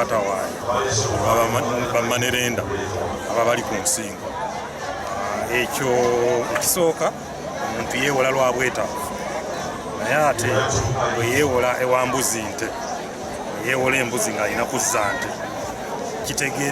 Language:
Ganda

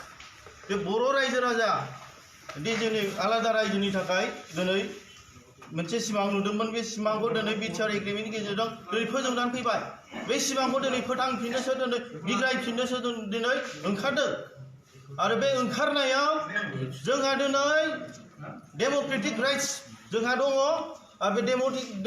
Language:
Bodo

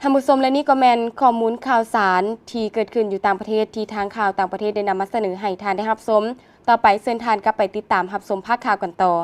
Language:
Lao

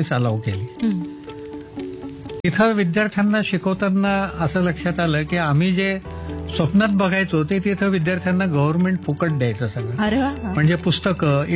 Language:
Marathi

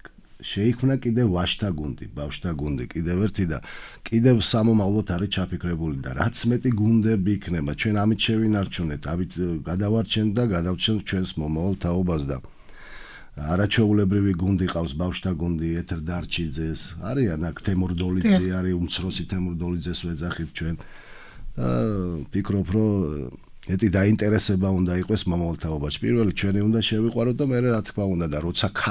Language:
Georgian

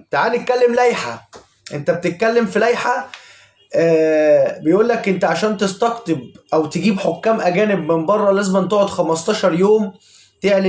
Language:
Egyptian Arabic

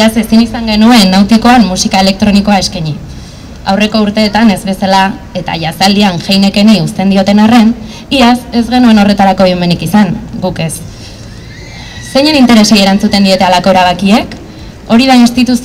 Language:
Basque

